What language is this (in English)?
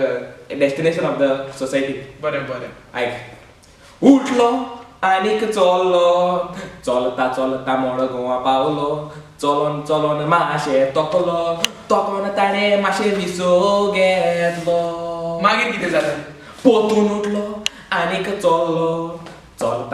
Konkani